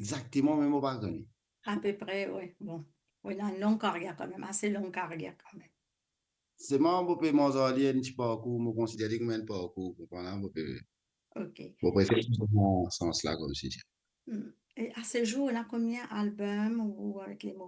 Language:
Morisyen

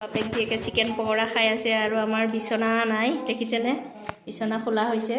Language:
Assamese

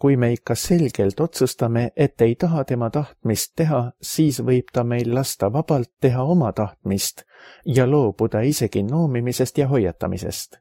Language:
Estonian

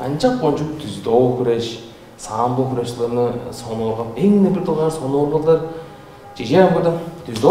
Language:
Tuvinian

